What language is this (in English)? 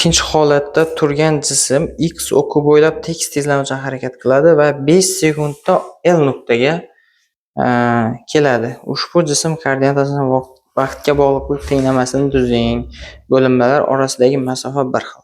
Uzbek